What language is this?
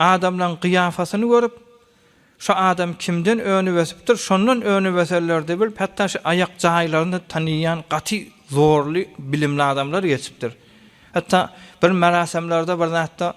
Turkmen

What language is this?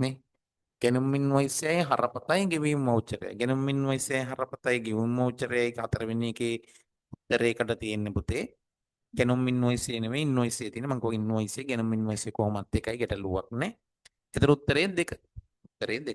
Sinhala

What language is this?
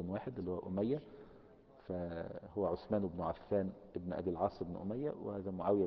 Arabic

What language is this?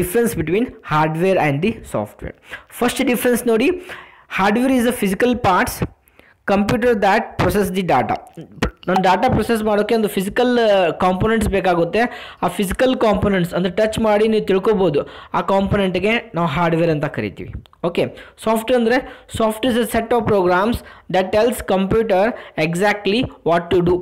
Kannada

